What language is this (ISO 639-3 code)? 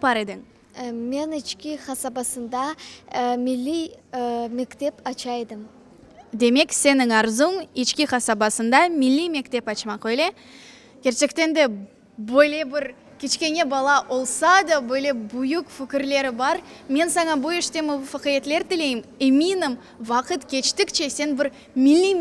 crh